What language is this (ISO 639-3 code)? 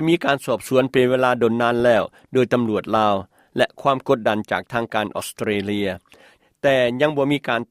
lao